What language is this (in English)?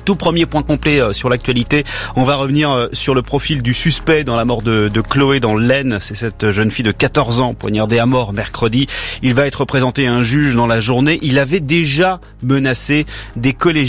French